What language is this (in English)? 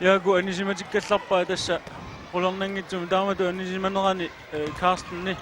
Kalaallisut